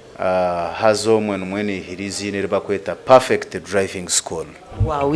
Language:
Nyankole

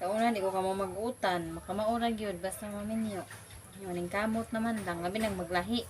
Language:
Cebuano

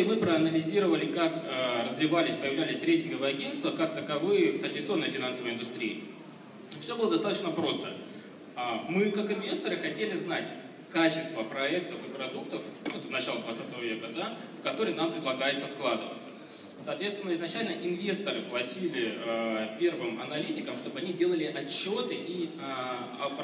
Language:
Russian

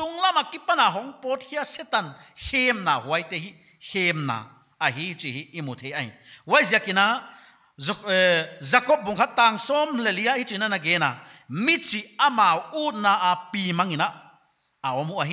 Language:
Paite Chin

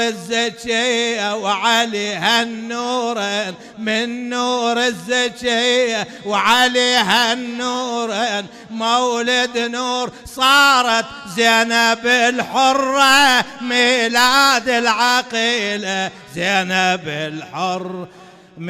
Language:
Mesopotamian Arabic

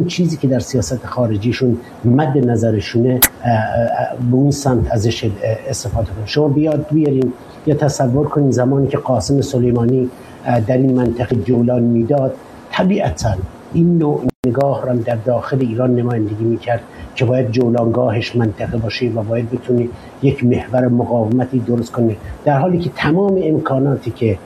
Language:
Persian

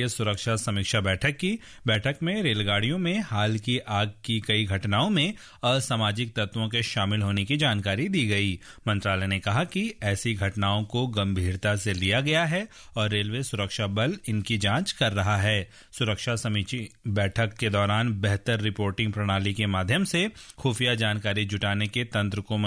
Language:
Hindi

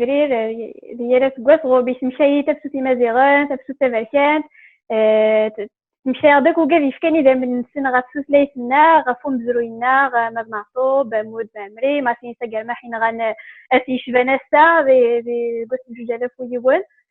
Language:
Kabyle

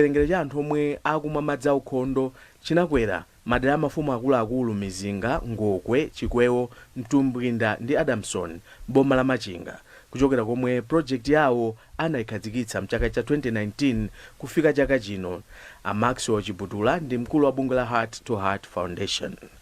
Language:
Nyanja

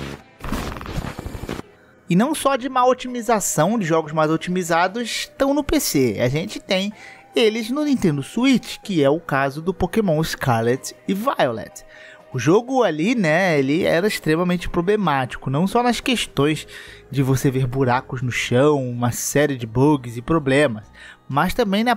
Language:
Portuguese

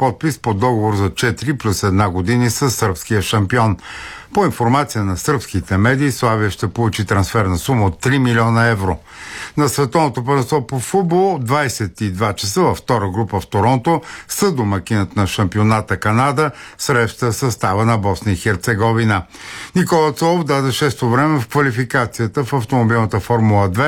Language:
Bulgarian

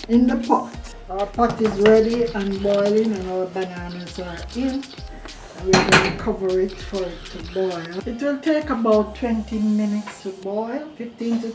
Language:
Jamaican Creole English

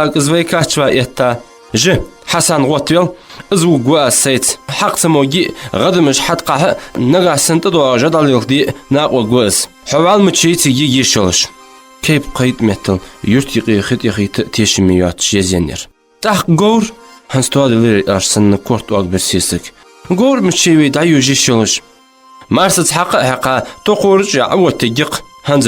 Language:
Ingush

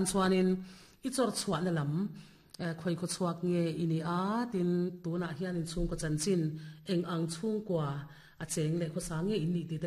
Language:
Mizo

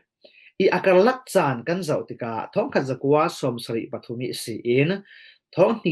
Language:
Falam Chin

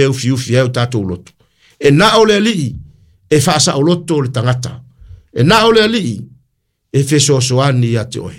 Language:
Samoan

